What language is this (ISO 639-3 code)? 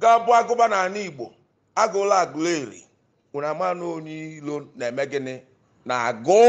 ibo